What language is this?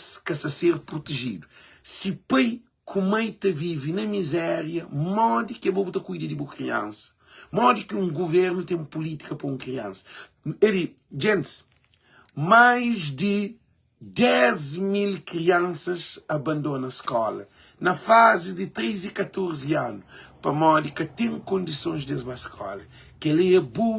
Kabuverdianu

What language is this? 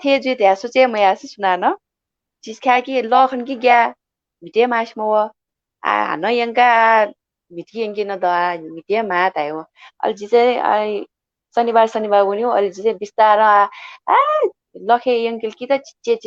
Newari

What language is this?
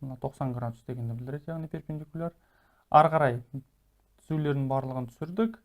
Kazakh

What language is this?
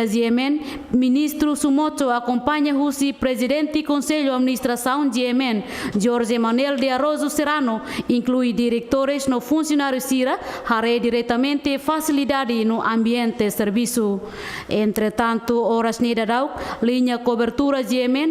Tetum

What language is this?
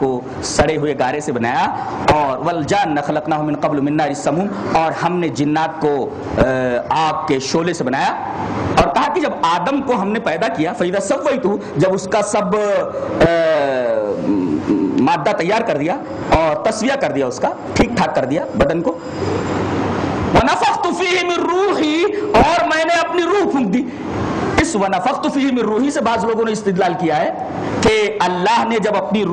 Urdu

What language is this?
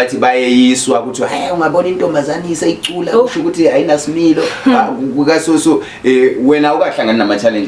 Zulu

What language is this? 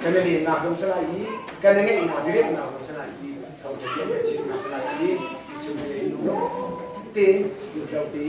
Hakha Chin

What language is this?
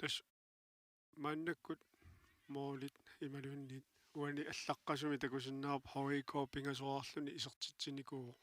Kalaallisut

